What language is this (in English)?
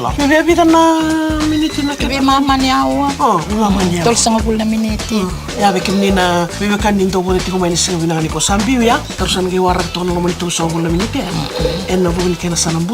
Fijian